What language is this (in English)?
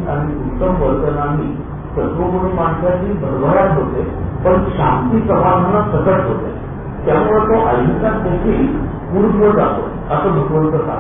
Marathi